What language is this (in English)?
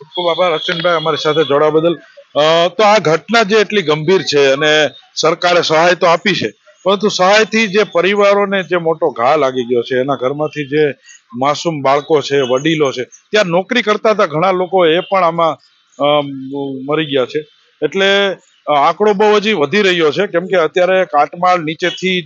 Gujarati